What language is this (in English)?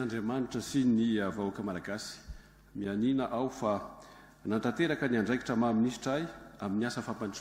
Malagasy